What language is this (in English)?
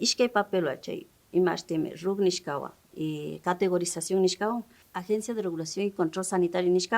Imbabura Highland Quichua